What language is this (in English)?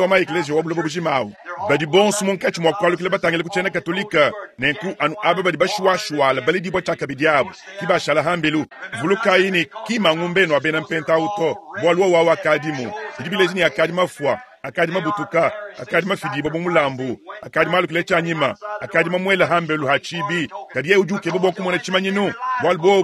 Luba-Lulua